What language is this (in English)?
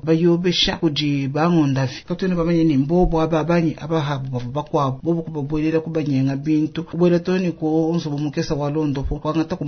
Luba-Lulua